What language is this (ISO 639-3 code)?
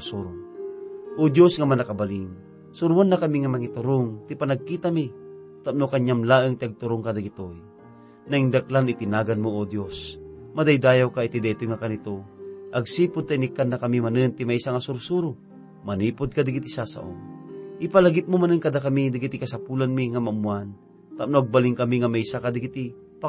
ilo